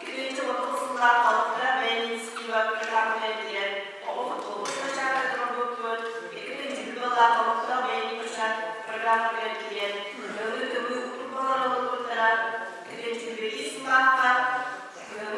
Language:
Yakut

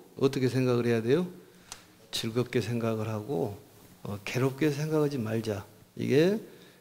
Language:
Korean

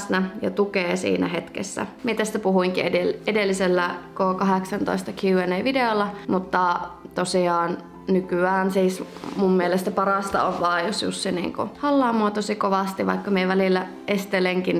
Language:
Finnish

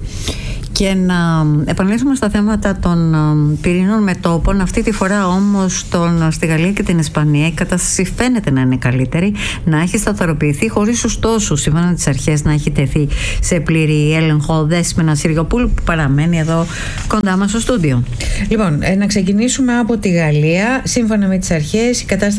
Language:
Greek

